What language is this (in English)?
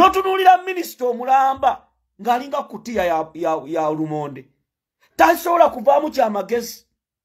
Ganda